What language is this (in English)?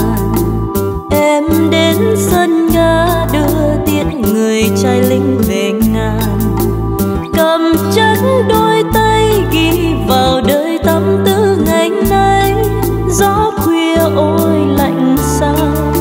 Vietnamese